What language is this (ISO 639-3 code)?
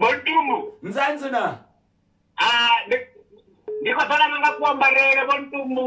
ven